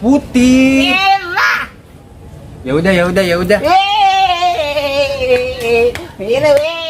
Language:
Betawi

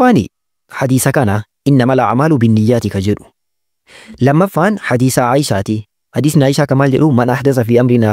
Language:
Oromo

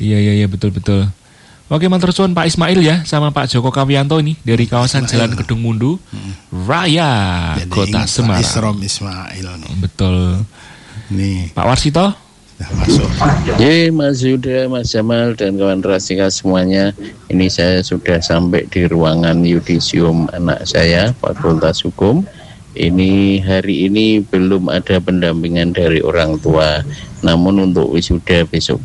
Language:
Indonesian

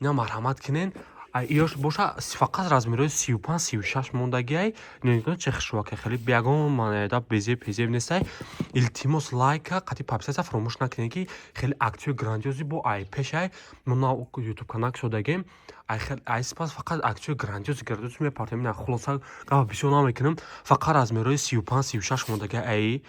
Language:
Tajik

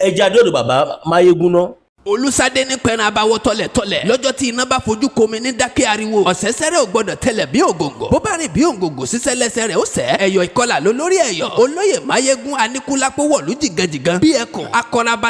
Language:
Yoruba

